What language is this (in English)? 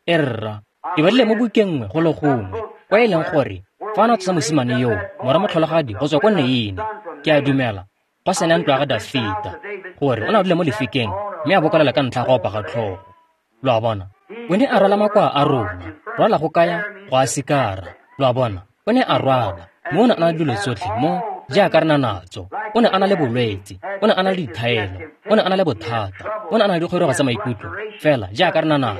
Tswana